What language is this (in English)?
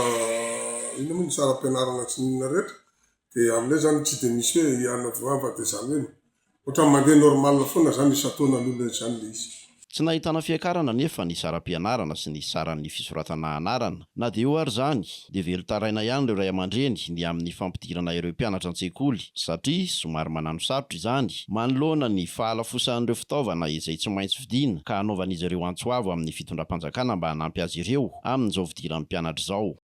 Malagasy